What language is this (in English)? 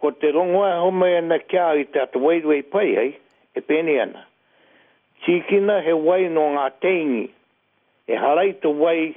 Māori